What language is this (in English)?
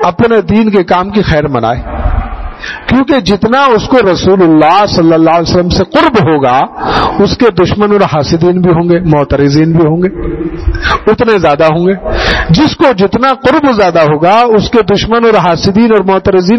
Urdu